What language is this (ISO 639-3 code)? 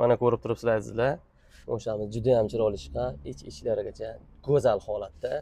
uzb